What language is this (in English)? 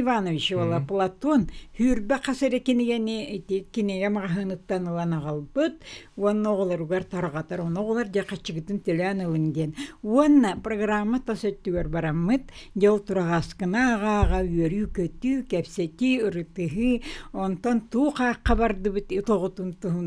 Yakut